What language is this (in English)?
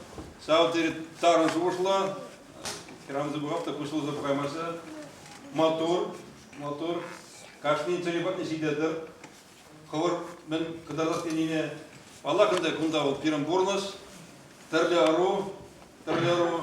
Chuvash